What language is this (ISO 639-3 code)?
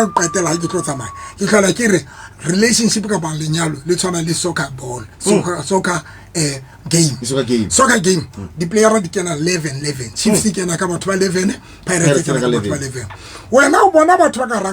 sot